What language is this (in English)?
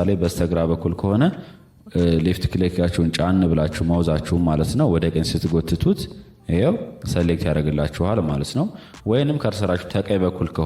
Amharic